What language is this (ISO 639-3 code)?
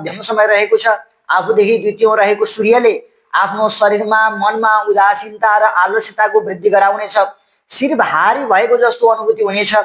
nep